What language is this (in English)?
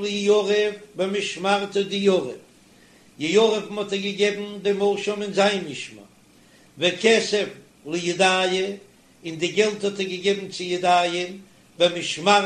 Yiddish